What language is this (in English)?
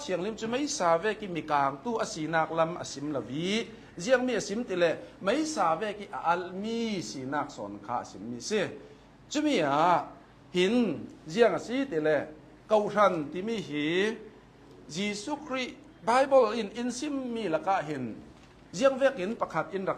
Hakha Chin